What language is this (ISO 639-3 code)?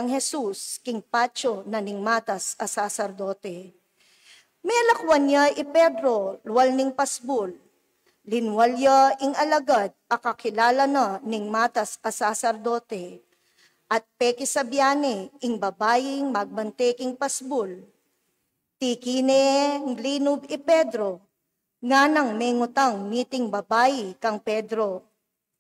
pam